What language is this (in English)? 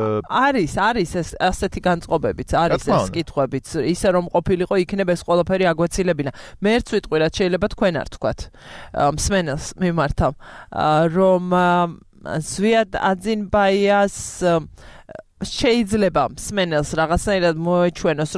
Georgian